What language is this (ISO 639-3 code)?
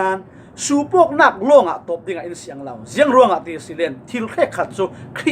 cfm